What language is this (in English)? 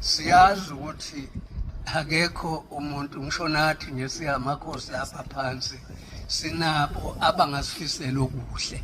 Zulu